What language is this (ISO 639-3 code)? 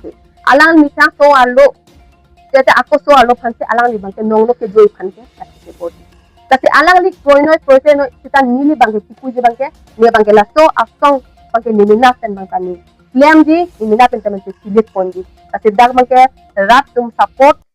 mjw